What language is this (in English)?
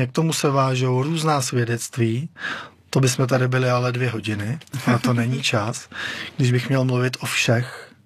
Czech